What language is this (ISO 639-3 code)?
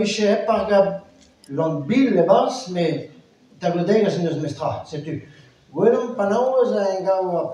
bre